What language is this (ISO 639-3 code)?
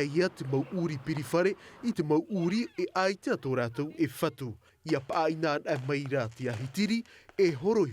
tah